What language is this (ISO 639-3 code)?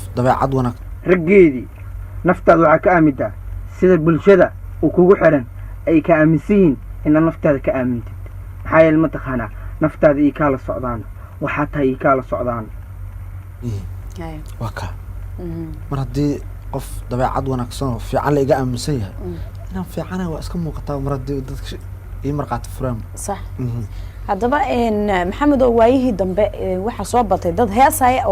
som